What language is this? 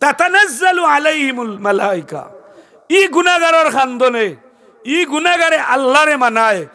Sylheti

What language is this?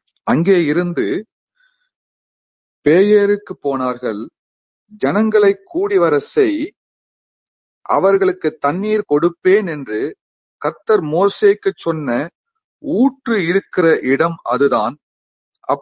Tamil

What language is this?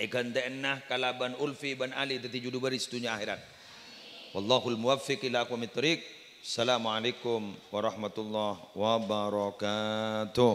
Madurese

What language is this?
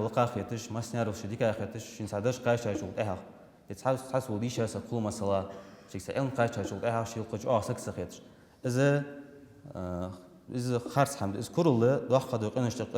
Ingush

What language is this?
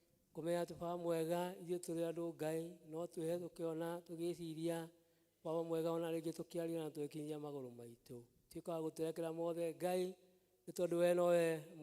Kikuyu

